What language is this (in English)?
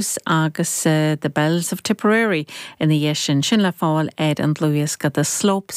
Irish